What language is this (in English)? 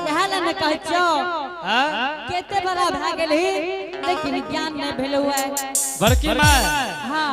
Angika